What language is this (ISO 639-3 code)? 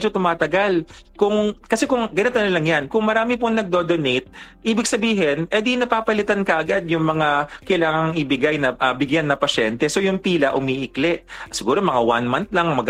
fil